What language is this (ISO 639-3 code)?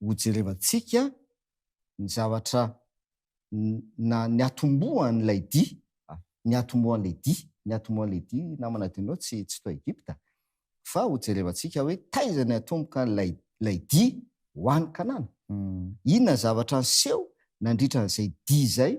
mlg